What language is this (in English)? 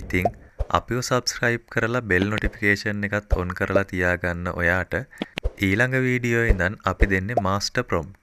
Sinhala